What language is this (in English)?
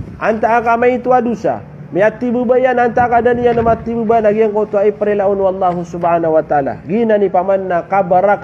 Maranao